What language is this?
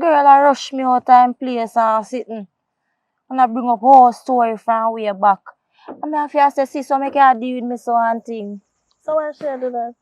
Jamaican Creole English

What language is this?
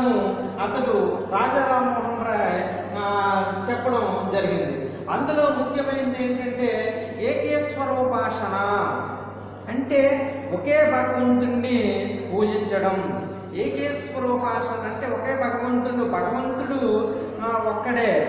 Telugu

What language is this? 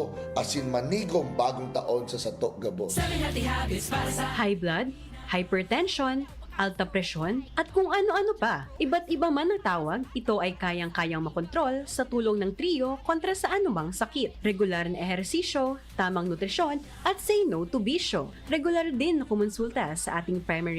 Bikol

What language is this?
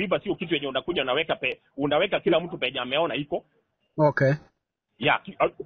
Gusii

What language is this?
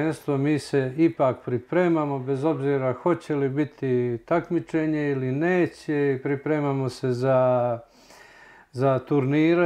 Bosnian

